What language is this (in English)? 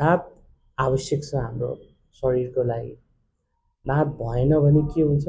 Nepali